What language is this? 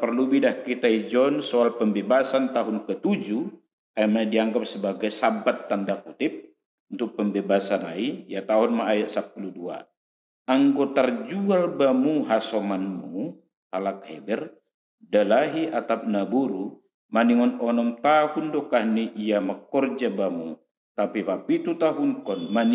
Batak Simalungun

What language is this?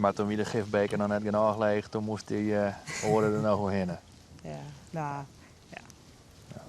Western Frisian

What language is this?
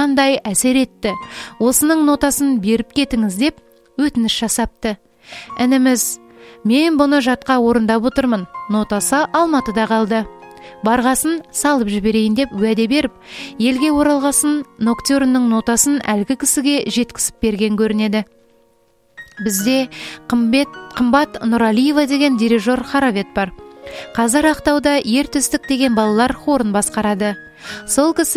Kazakh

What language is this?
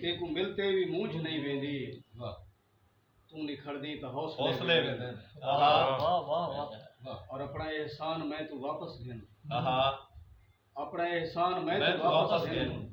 Saraiki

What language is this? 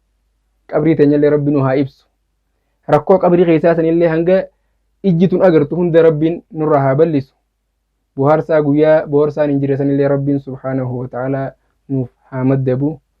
Oromo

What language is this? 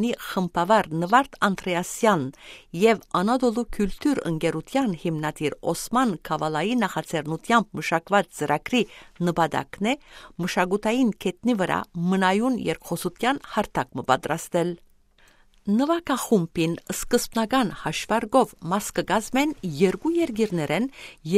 Western Armenian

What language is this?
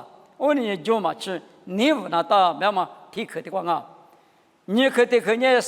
Lisu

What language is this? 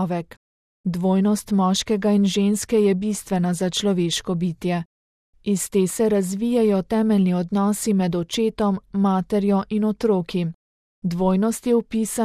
Slovenian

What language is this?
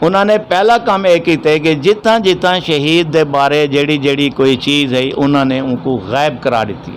Western Panjabi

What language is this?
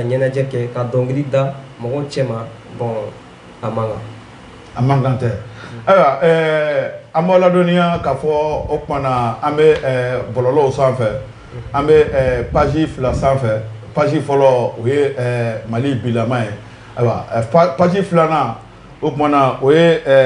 Bambara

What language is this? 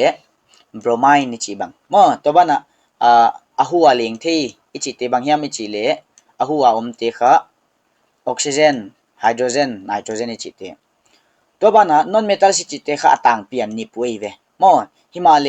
Paite Chin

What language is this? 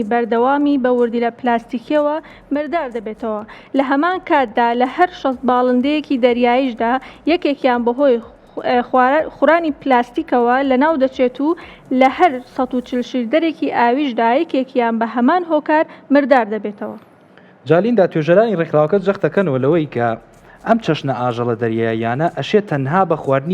Central Kurdish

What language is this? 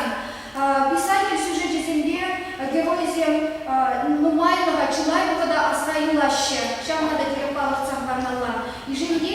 Chuvash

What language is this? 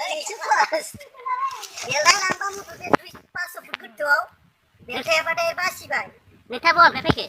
Bodo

